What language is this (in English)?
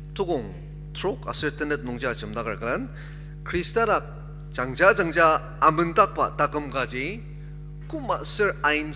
Ao Naga